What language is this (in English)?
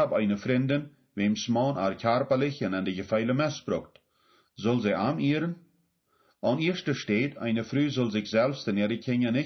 Plautdietsch